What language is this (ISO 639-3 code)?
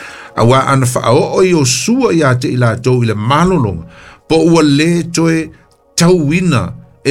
smo